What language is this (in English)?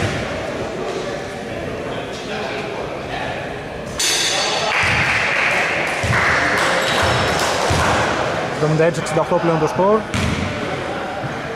Greek